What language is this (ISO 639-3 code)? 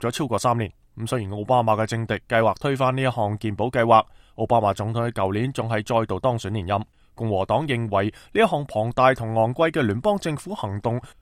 yue